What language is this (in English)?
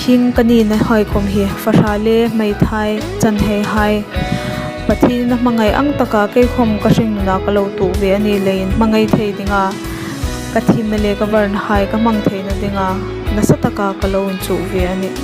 Hmar